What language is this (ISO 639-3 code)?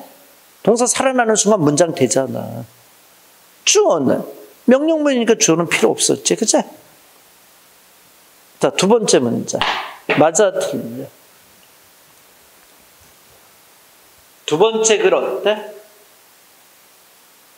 kor